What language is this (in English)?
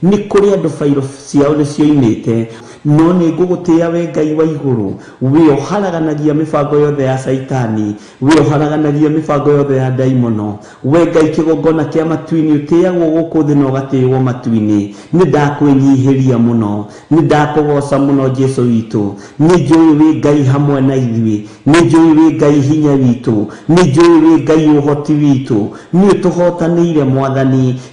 Kikuyu